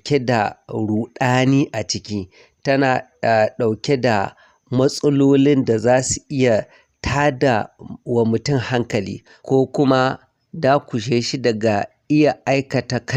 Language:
Hausa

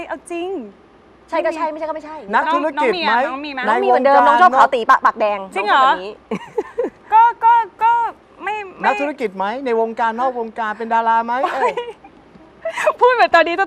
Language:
Thai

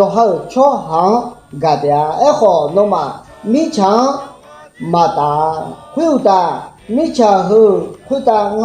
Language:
Akha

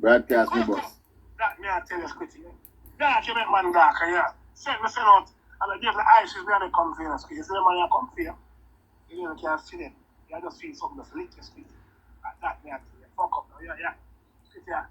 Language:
Jamaican Creole English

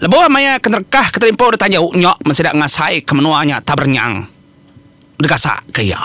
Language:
Iban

